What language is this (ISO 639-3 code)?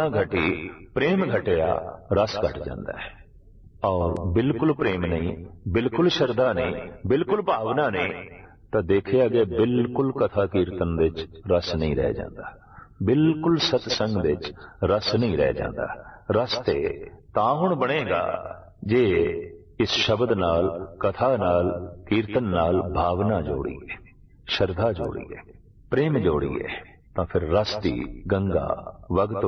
pan